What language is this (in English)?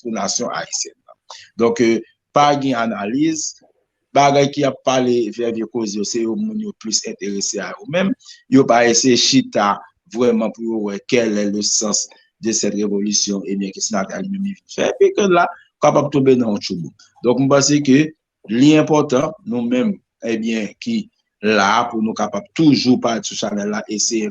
Haitian Creole